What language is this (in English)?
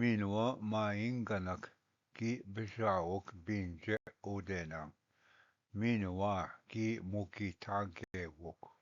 Ojibwa